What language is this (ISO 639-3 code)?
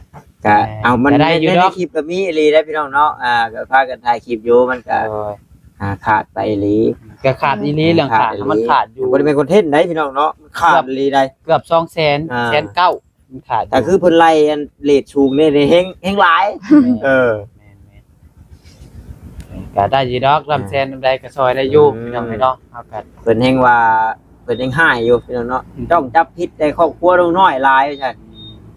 tts